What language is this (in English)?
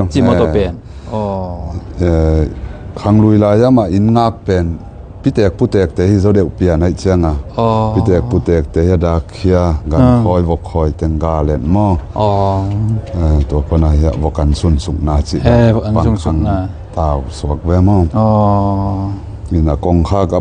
Tedim Chin